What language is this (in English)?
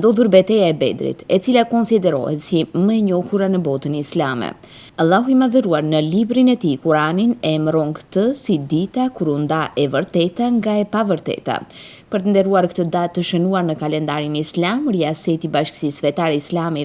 Albanian